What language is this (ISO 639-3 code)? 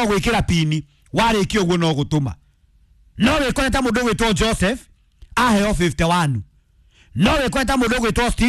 kik